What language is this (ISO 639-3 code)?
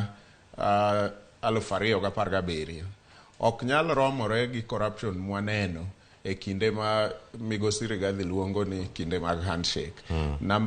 luo